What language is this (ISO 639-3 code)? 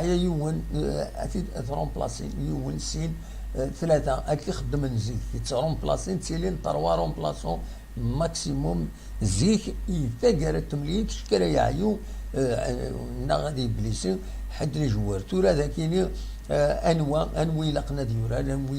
kab